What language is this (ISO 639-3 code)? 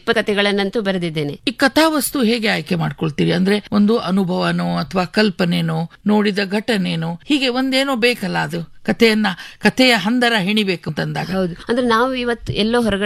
kan